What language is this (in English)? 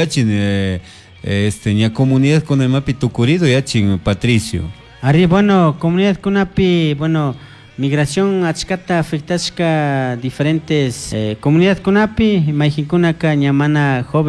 Chimborazo Highland Quichua